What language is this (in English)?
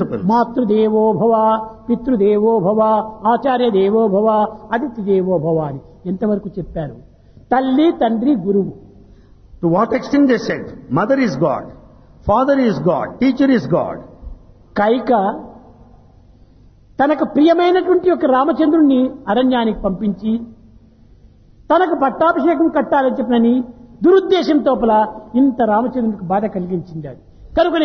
Telugu